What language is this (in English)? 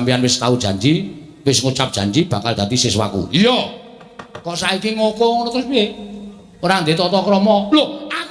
Javanese